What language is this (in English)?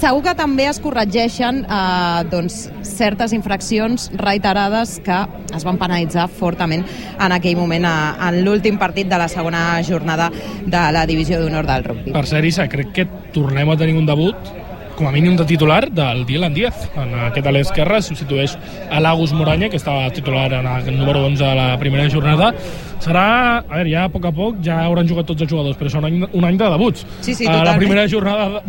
Catalan